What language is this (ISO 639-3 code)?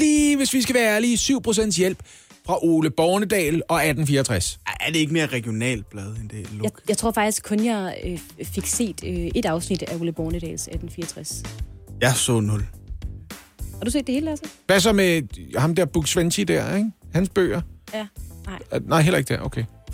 dan